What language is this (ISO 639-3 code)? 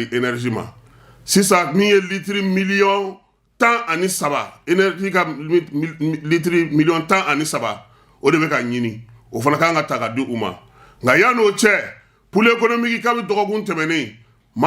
bam